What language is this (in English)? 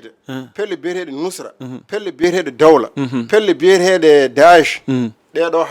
Fula